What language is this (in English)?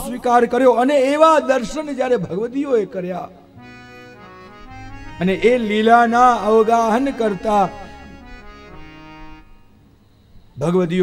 Gujarati